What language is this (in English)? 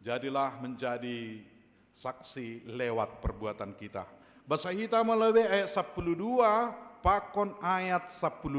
Batak Simalungun